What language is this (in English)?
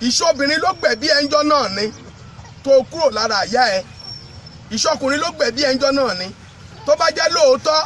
Yoruba